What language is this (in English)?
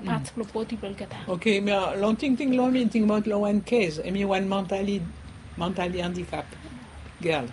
Bislama